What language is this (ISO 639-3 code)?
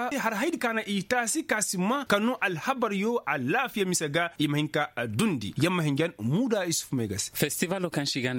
ses